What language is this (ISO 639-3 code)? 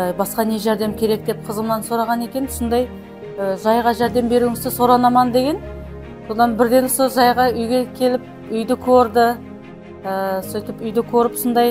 kaa